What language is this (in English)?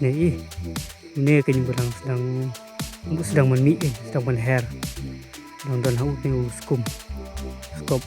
Khasi